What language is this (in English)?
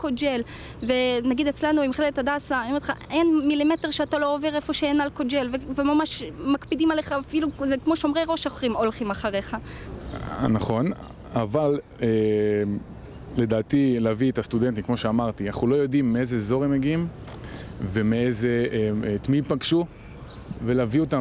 Hebrew